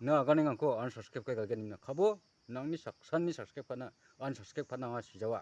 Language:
Garo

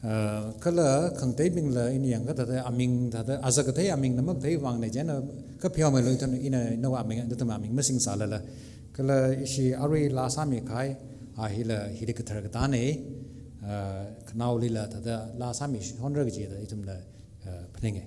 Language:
Tangkhul Naga (India)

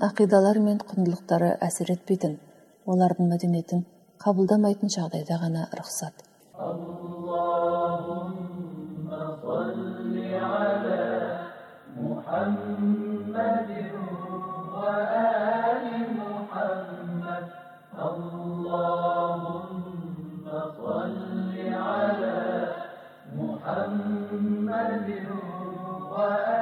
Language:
Kazakh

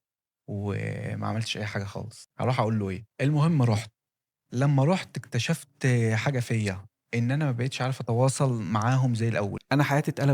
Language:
Egyptian Arabic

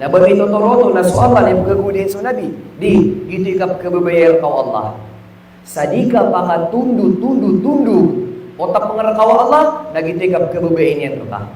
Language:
Maranao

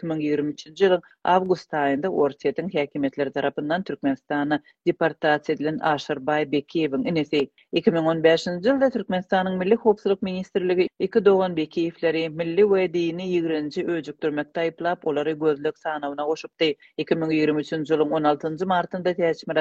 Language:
Turkmen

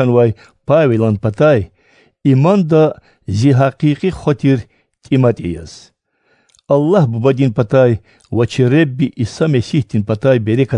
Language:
Lezghian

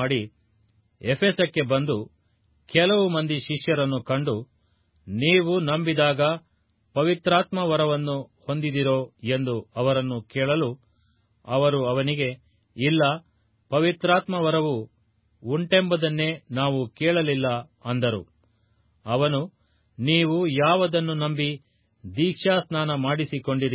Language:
Kannada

